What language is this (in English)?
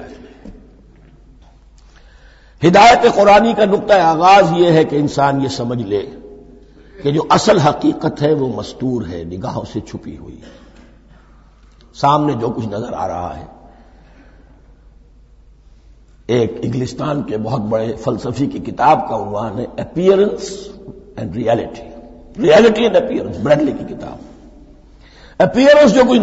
Urdu